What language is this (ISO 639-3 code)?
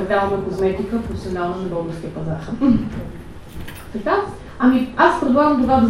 bul